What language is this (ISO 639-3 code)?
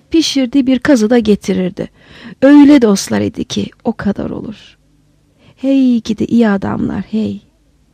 tur